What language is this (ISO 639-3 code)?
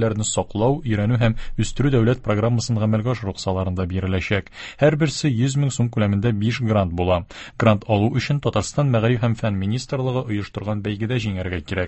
tat